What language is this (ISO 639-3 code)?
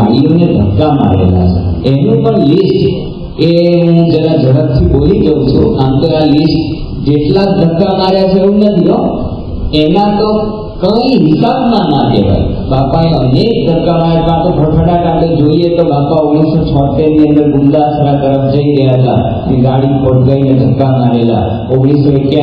guj